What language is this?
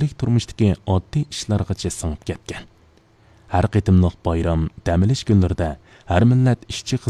Uyghur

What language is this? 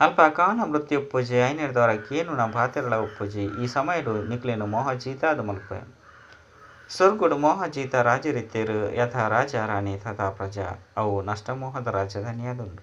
Tulu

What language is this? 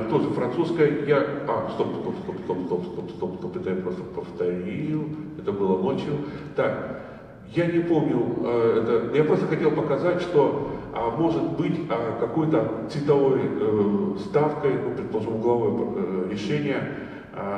Russian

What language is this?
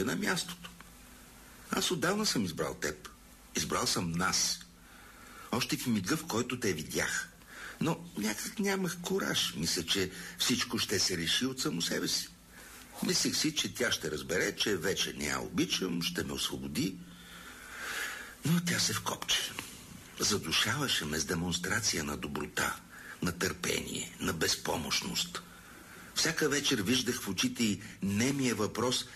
Bulgarian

